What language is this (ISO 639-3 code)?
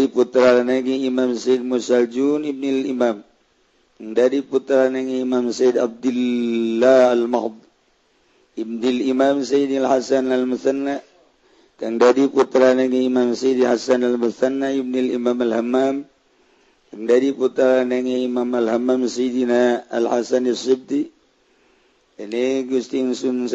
sun